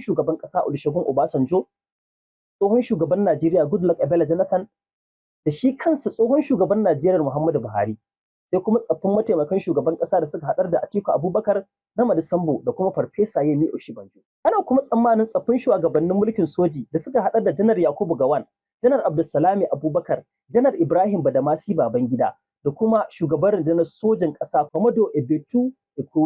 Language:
Hausa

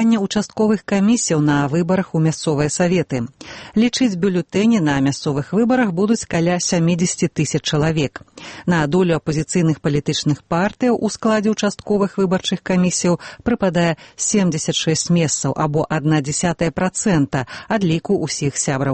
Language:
Belarusian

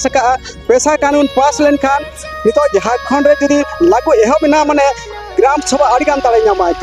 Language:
Santali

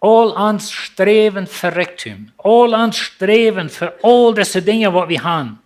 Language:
Plautdietsch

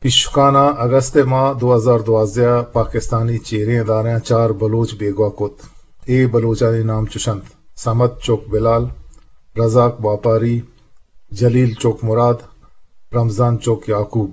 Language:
Eastern Balochi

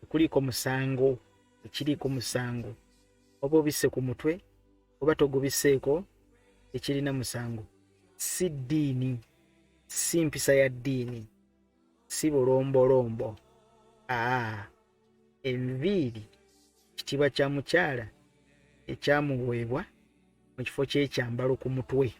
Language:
Ganda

